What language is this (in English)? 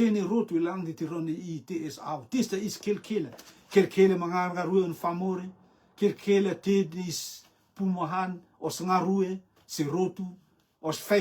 Rotuman